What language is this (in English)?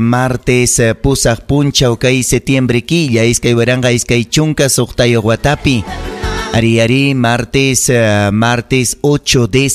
Ayacucho Quechua